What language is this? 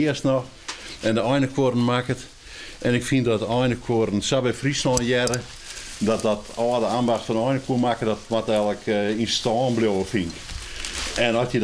Western Frisian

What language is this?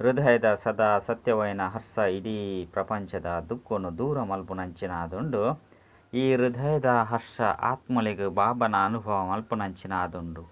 Tulu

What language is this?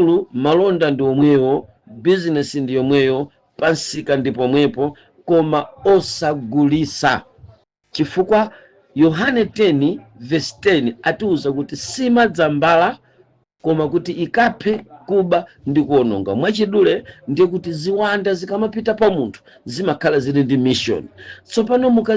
Nyanja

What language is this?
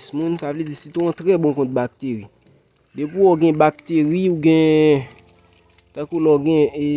Haitian Creole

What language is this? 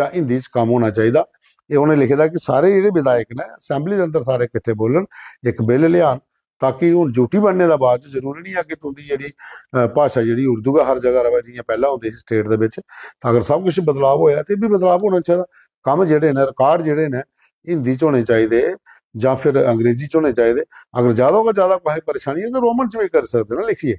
Dogri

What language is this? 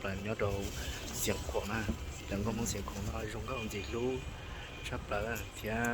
Hmong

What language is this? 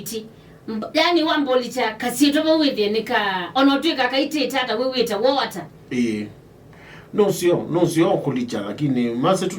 Kamba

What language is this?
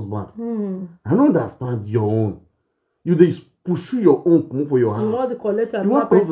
Nigerian Pidgin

